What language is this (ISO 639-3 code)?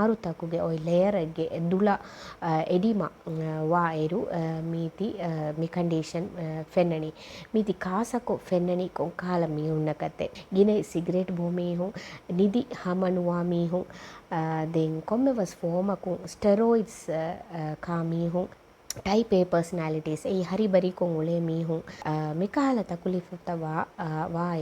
div